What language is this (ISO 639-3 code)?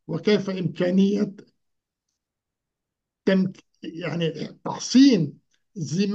ara